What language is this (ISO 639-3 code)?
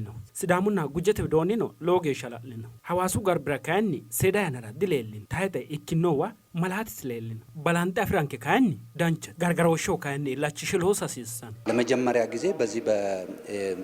sid